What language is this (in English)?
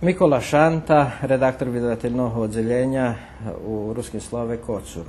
Rusyn